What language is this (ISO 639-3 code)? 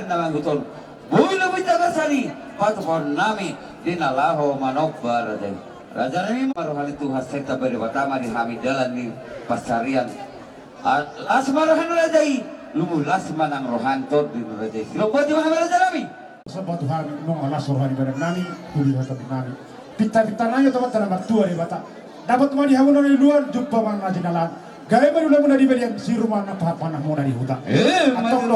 bbc